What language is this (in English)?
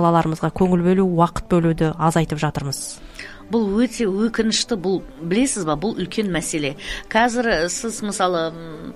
Kazakh